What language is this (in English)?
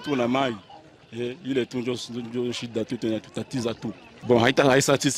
Swahili